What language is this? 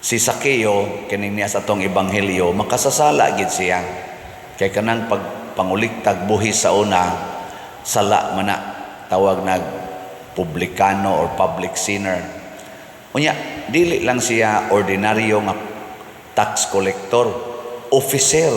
Cebuano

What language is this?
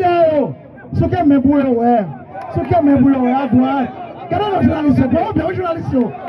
Haitian Creole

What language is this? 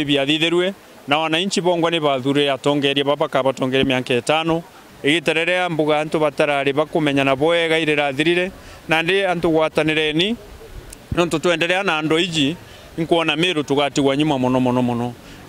Meru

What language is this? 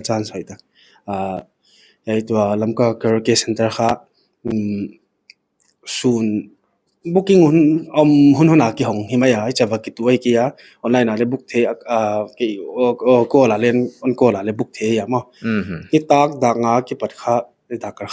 Paite Chin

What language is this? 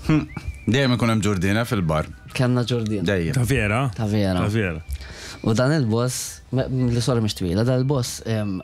Maltese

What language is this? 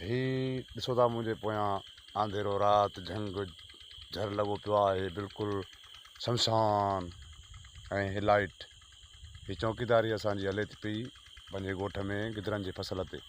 Sindhi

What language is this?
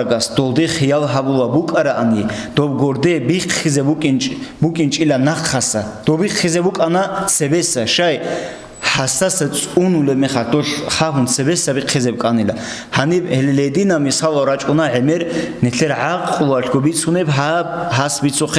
Avaric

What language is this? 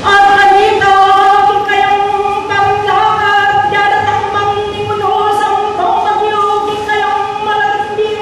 Pampanga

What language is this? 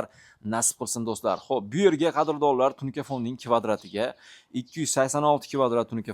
Uzbek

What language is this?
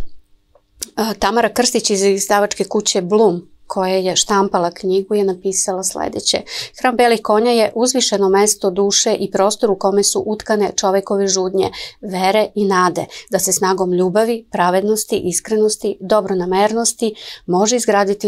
Serbian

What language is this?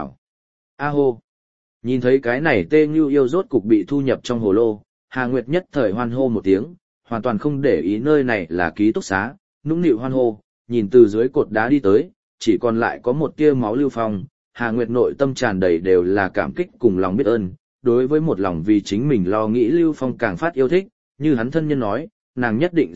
Vietnamese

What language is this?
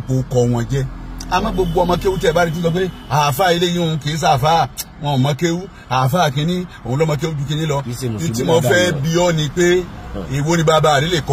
Yoruba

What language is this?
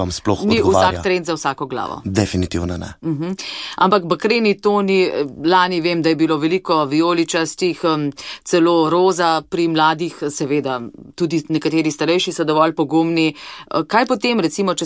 Slovenian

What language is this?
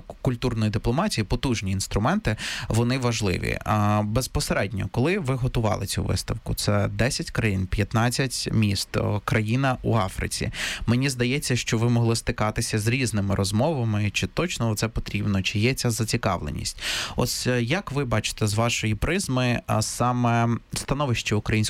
Ukrainian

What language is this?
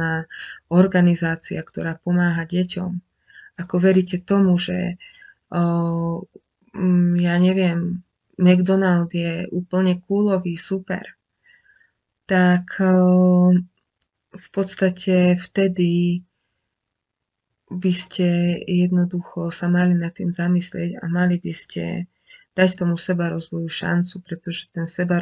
Slovak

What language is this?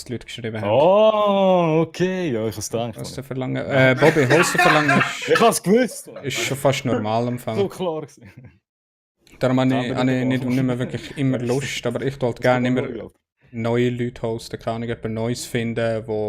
Swiss German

